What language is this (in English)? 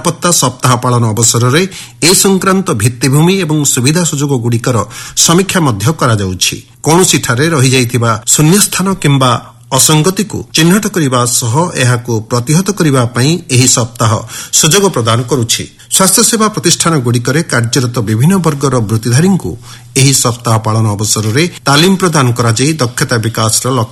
Odia